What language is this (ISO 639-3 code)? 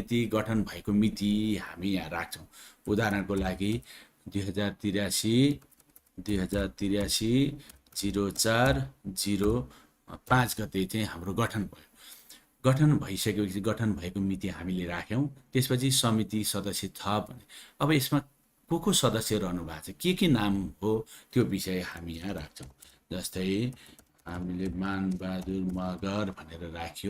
nep